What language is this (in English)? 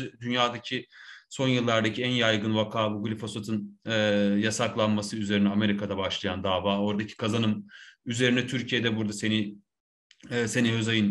Turkish